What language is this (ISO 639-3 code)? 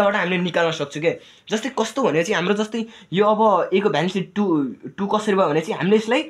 nep